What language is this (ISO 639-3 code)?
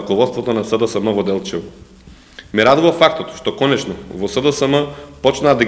mkd